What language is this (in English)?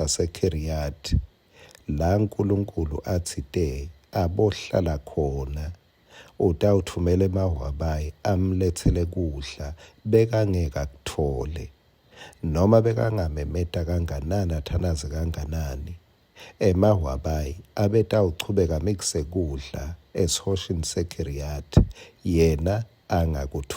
Swati